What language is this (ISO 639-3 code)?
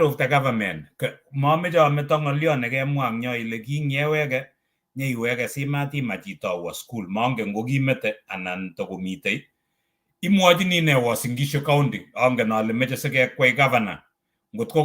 kln